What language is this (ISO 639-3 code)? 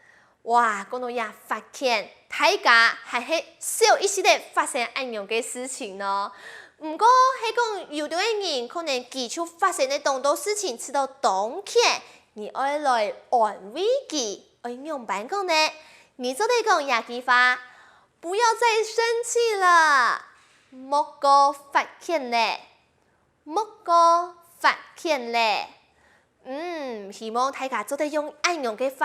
hak